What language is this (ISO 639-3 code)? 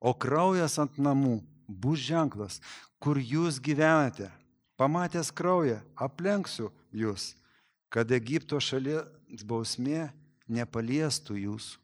lit